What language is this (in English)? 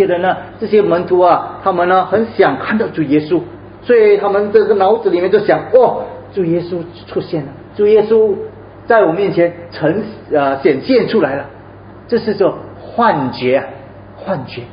Chinese